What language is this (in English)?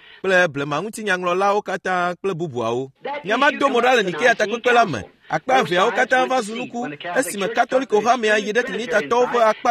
Ewe